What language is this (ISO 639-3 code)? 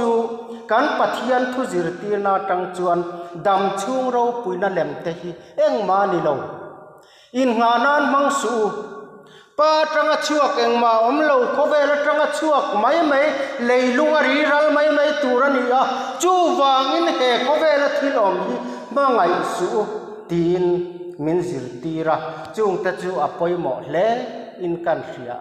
lus